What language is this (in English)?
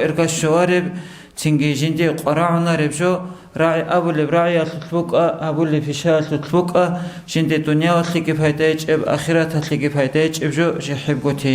Avaric